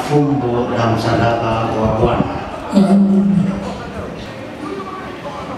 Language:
Swahili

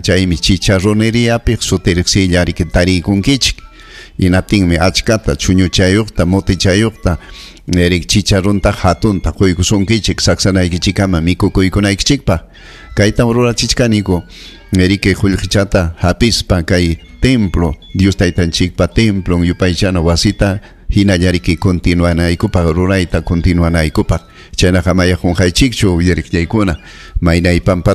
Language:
Ayacucho Quechua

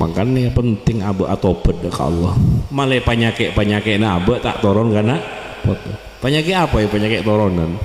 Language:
Madurese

